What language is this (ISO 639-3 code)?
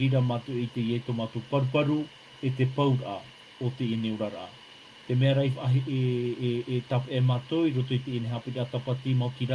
tah